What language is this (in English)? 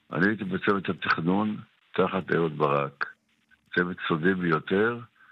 Hebrew